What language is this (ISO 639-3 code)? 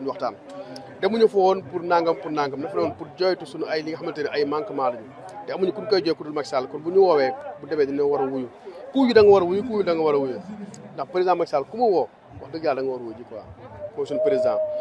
wol